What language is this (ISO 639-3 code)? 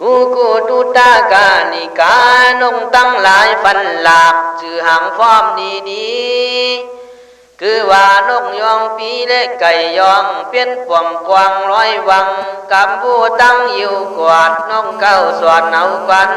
kkh